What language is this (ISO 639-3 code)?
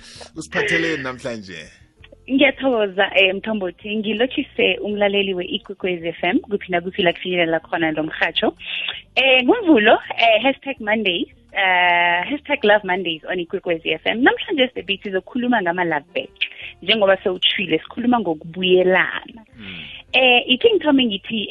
nbl